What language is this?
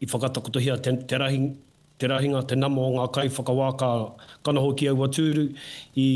Māori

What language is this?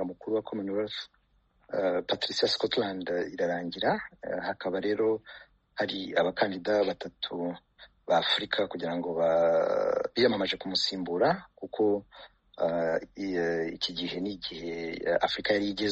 Kinyarwanda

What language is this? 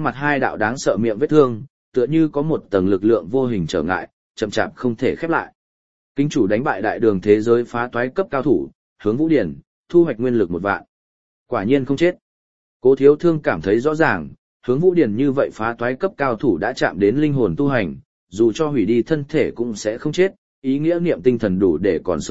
Vietnamese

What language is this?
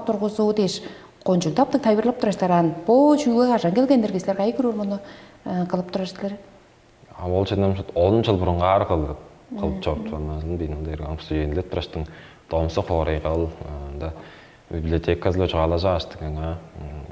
Tuvinian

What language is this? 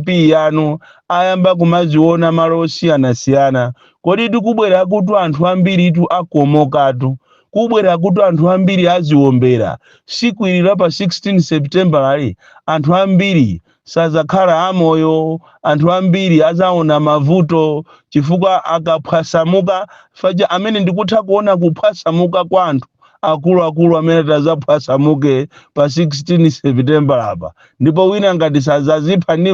Nyanja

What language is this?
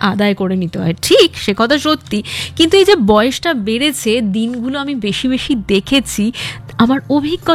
Bangla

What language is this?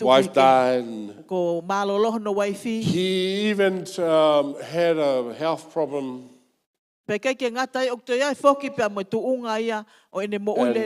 Tongan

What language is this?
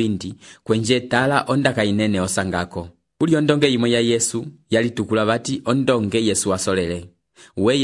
Umbundu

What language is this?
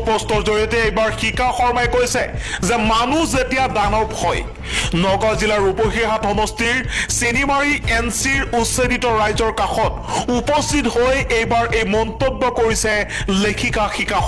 Assamese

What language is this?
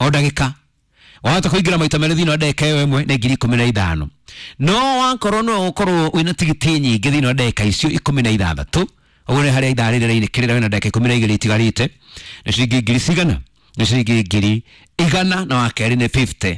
Kikuyu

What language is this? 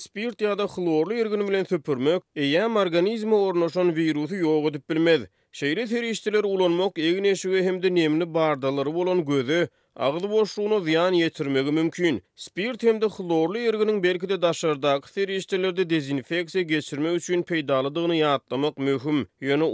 Turkmen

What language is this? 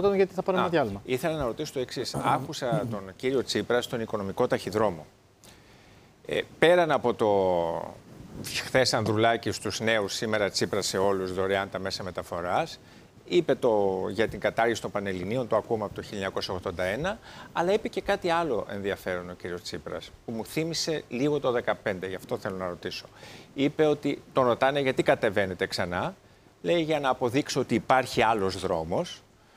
Greek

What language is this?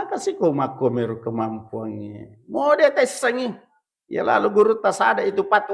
Buginese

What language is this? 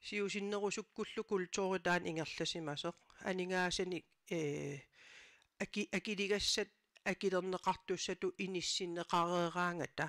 Kalaallisut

